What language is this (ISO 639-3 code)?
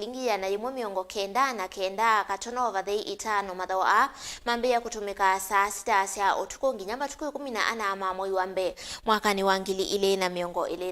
kam